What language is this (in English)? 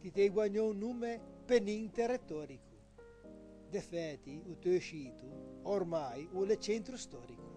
Ligurian